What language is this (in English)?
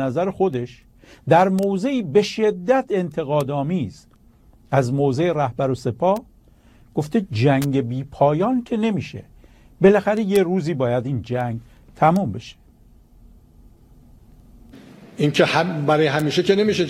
Persian